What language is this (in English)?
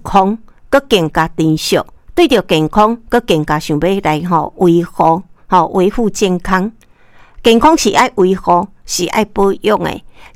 Min Nan Chinese